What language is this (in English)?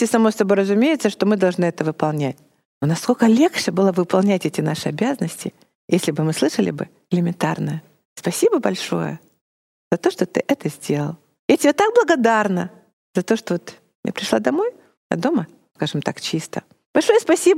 Russian